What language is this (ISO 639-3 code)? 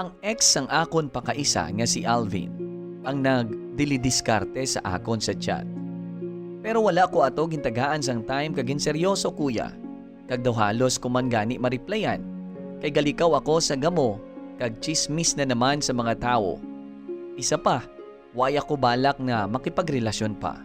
hil